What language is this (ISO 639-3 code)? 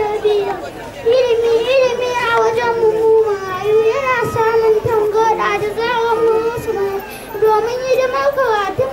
hau